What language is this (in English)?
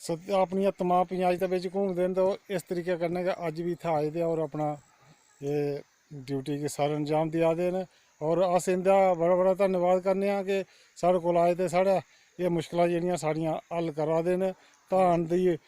Dogri